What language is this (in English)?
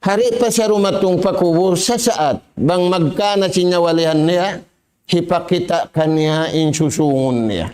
Tausug